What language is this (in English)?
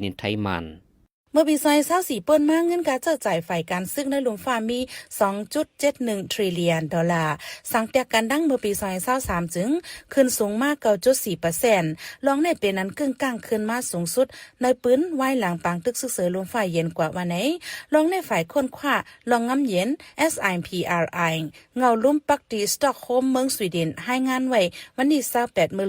Shan